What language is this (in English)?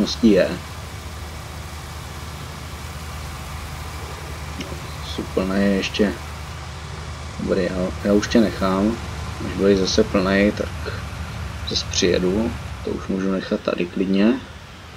Czech